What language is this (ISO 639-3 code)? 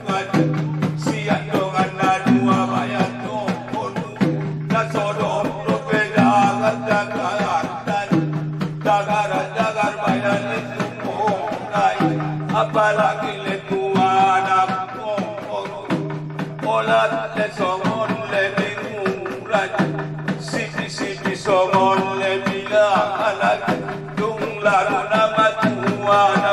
akb